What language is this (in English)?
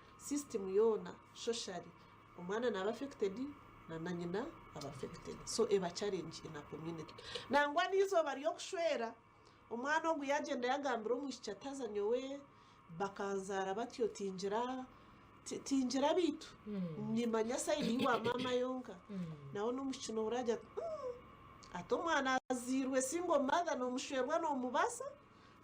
Nyankole